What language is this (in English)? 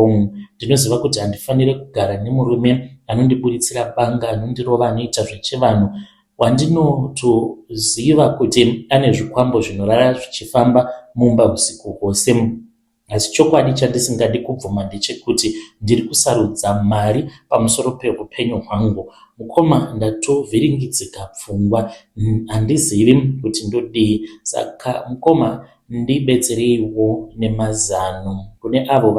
Shona